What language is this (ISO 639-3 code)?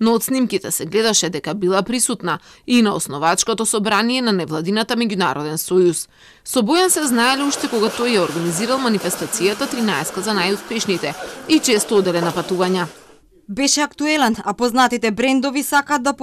mkd